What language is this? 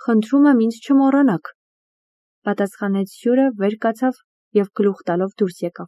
Armenian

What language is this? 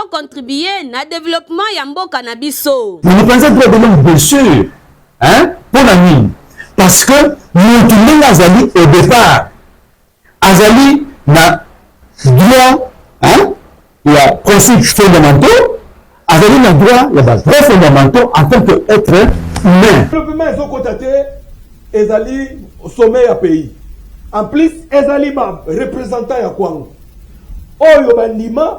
Lingala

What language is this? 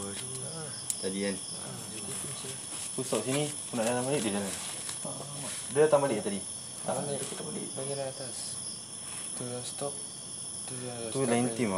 Malay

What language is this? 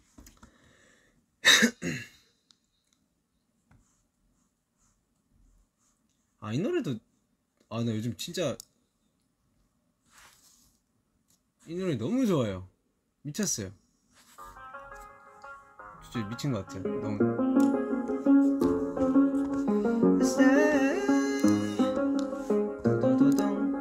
Korean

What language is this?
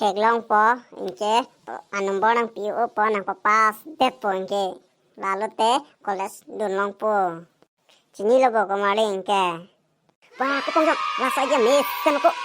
Karbi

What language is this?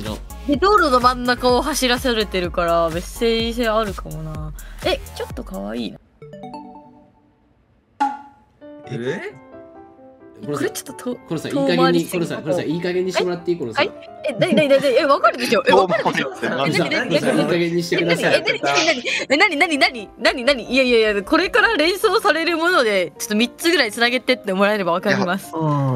Japanese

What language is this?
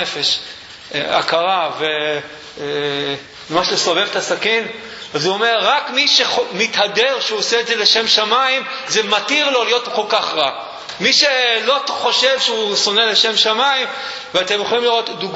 Hebrew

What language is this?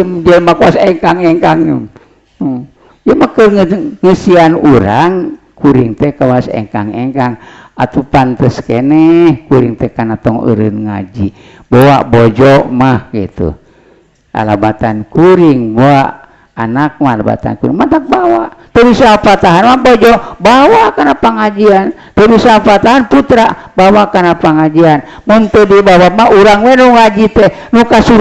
Sundanese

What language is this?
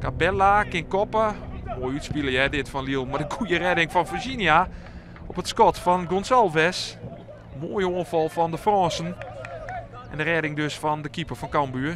Western Frisian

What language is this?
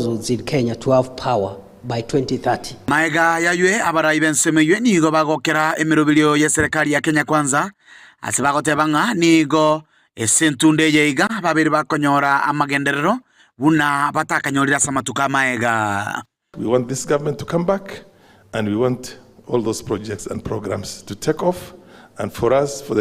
Gusii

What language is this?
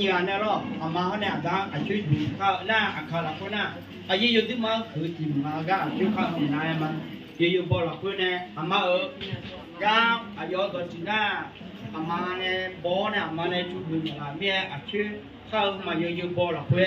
Akha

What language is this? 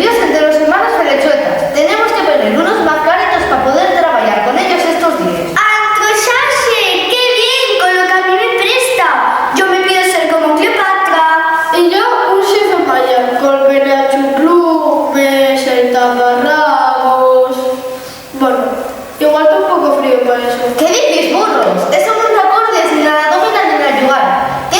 Asturian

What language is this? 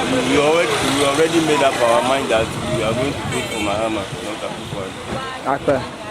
Ewe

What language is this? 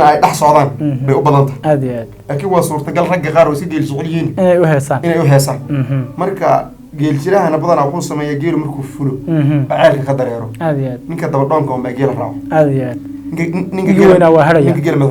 Somali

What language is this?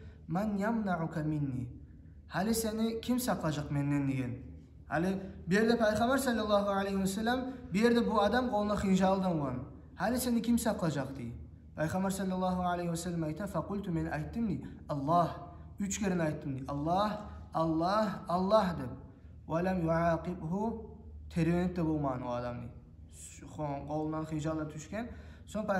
Kumyk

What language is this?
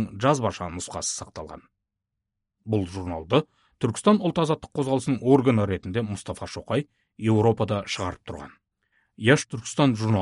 Kazakh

